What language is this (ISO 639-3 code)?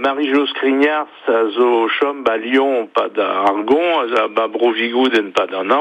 bre